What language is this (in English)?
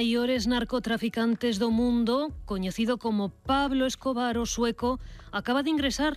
Galician